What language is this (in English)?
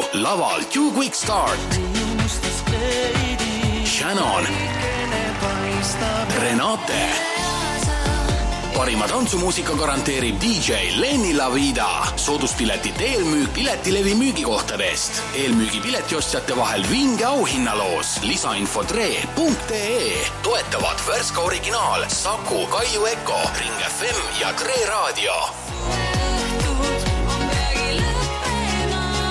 Estonian